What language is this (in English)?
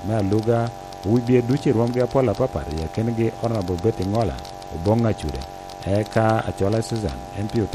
Lango (Uganda)